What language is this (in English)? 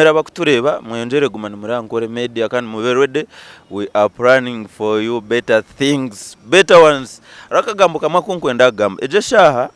Nyankole